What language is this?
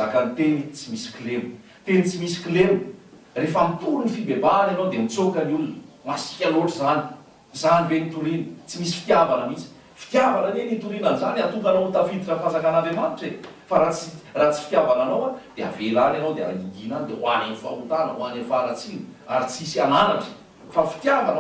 Malagasy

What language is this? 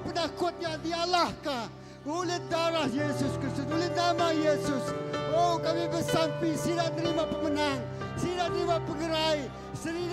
Iban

